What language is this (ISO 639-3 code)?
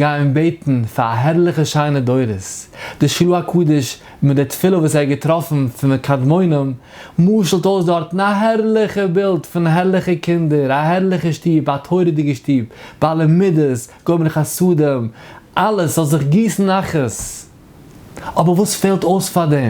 yid